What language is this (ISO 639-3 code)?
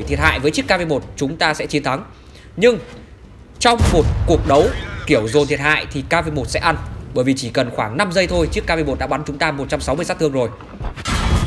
vie